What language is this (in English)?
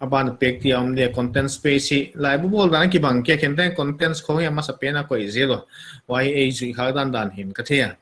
Paite Chin